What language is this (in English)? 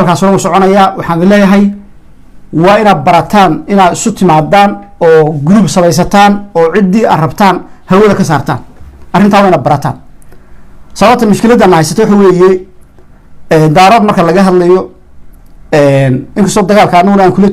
Somali